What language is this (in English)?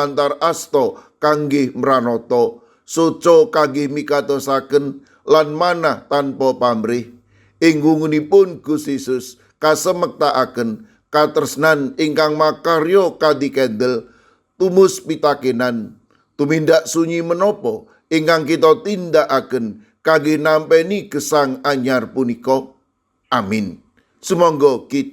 Javanese